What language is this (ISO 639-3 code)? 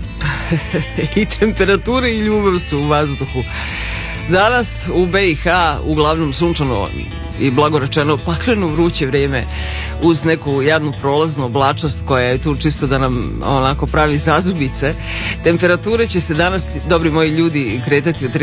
srp